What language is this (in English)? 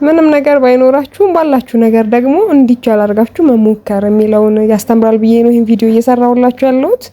Amharic